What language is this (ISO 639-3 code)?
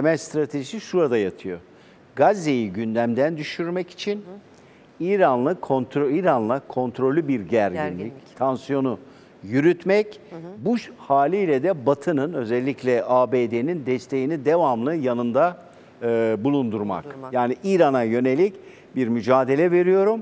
tur